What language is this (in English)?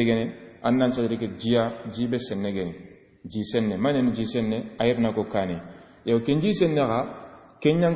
Soninke